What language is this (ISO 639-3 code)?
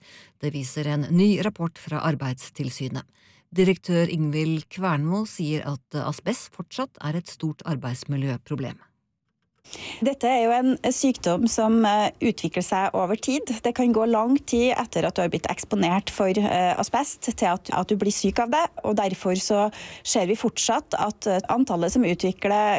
nor